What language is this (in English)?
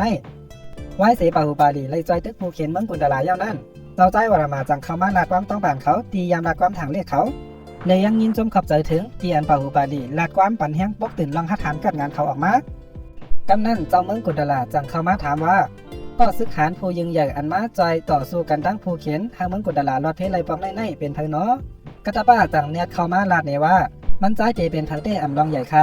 Shan